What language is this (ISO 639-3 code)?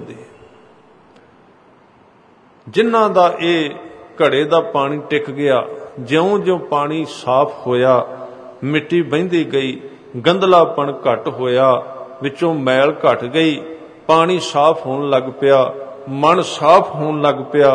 pan